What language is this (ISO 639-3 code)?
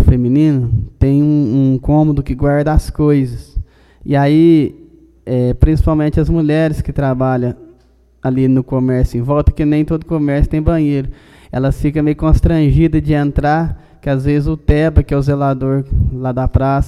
por